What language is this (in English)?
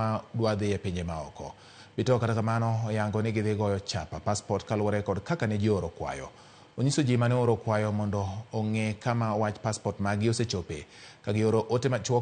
Luo (Kenya and Tanzania)